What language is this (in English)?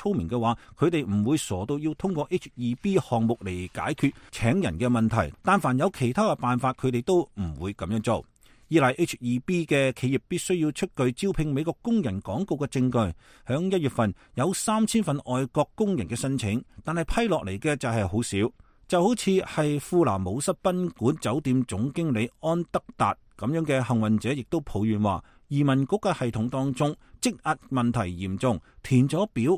Cantonese